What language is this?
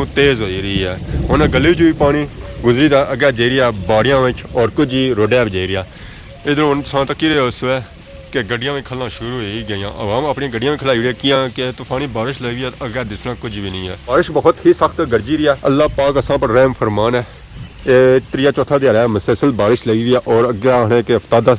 Pahari-Potwari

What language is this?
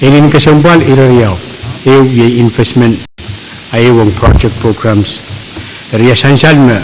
Pohnpeian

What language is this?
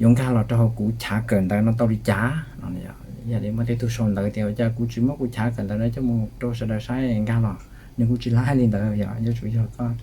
Hmong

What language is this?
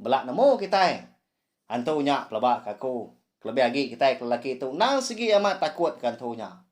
Iban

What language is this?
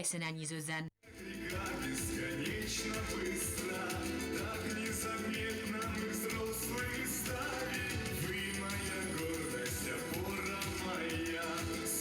Ossetic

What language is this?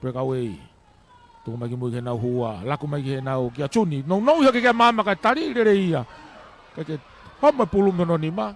Tongan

